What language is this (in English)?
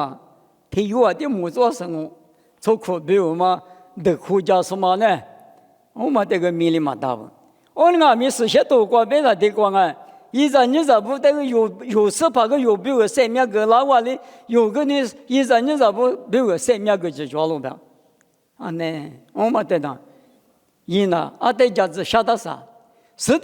Lisu